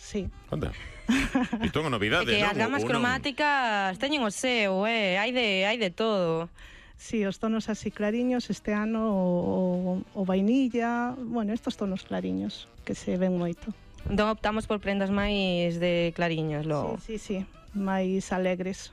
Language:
Galician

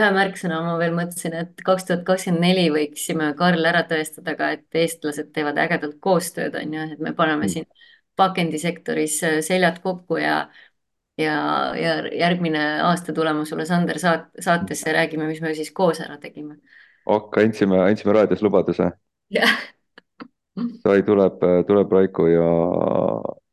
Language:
Estonian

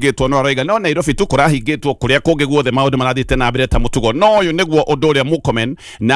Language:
Kikuyu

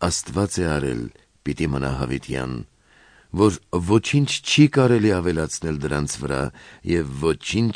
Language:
Armenian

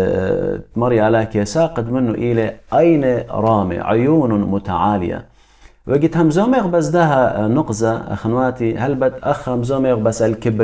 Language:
Assyrian Neo-Aramaic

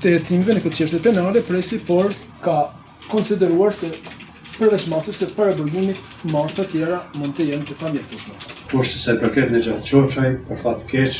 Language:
Albanian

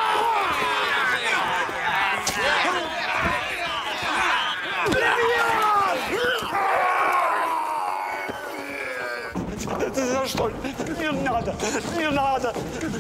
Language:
Russian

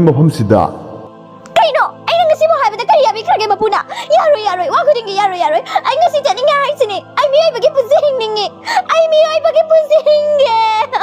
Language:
Manipuri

